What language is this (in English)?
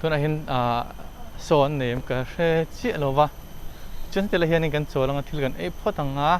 Mizo